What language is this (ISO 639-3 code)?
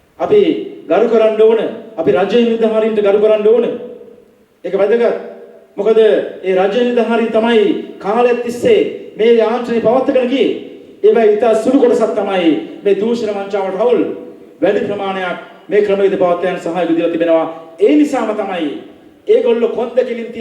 sin